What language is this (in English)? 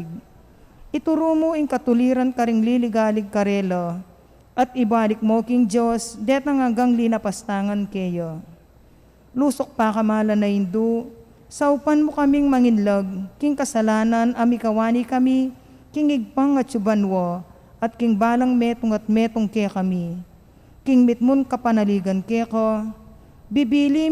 Pampanga